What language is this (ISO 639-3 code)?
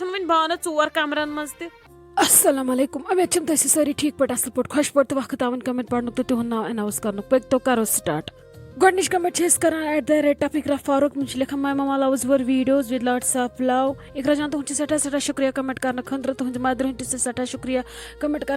kas